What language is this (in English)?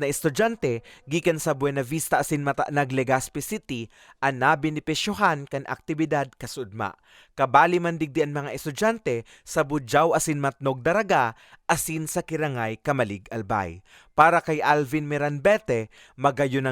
Bikol